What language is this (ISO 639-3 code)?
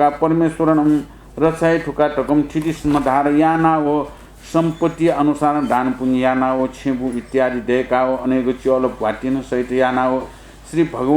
new